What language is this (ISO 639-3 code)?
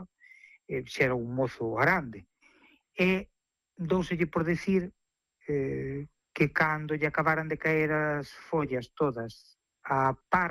glg